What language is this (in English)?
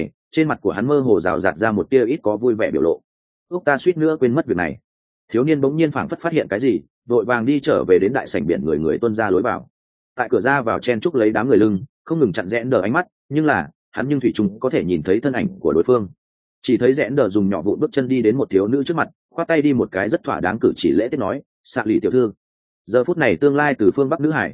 Vietnamese